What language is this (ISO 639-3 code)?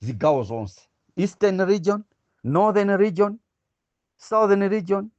nya